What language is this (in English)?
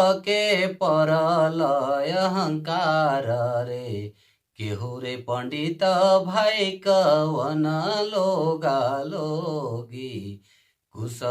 Sadri